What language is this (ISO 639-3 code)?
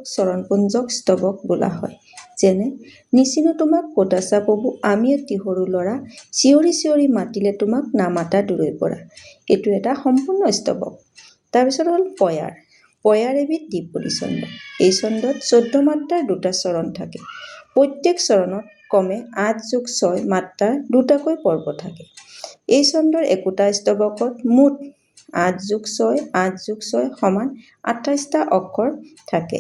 asm